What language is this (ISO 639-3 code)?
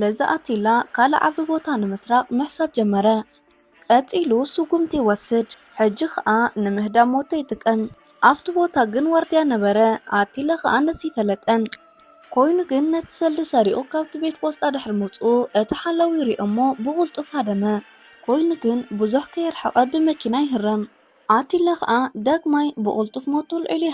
tir